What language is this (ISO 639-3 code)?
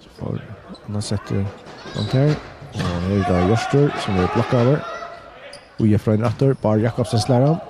fao